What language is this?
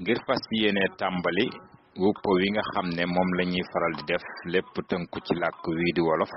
Wolof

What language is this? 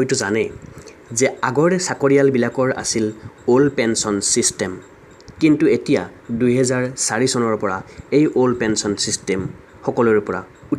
Assamese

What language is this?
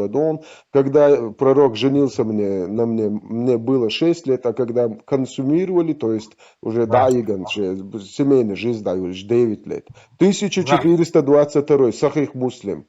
Chechen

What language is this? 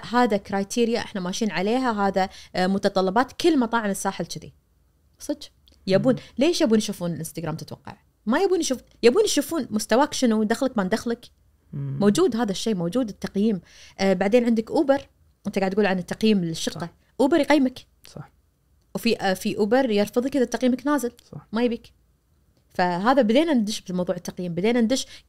Najdi Arabic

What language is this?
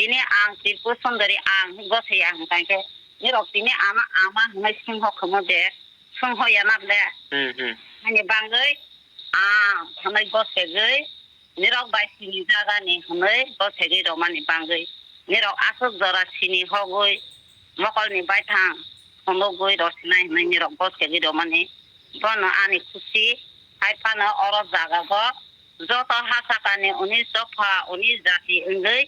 Kok Borok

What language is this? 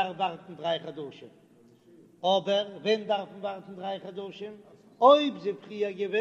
Yiddish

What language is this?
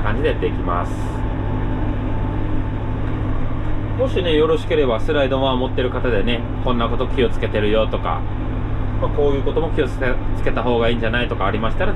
Japanese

